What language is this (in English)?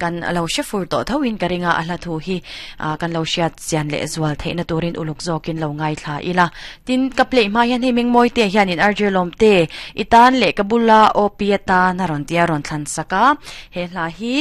Mizo